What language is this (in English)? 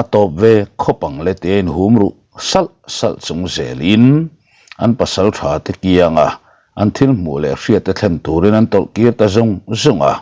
Mizo